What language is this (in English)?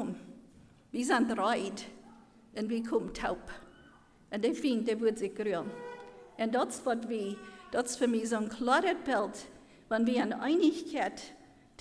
Plautdietsch